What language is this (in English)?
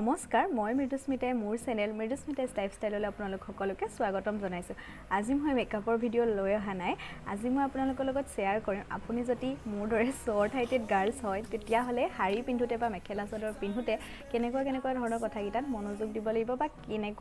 Assamese